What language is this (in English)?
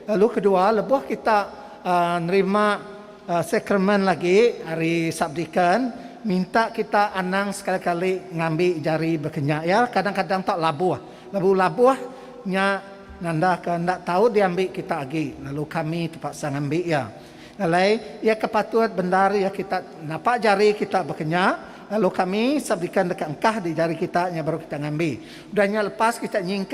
Iban